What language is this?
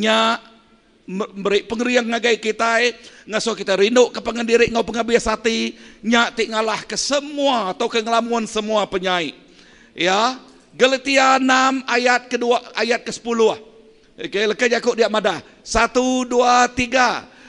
Iban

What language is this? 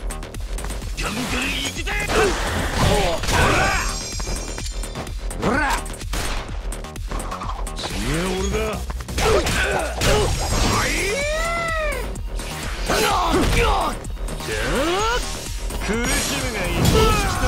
Japanese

